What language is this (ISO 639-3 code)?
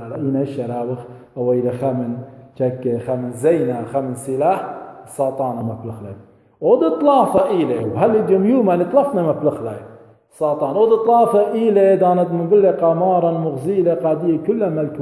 aii